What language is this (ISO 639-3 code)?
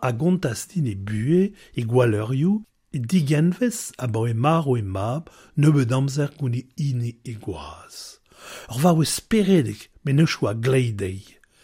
bre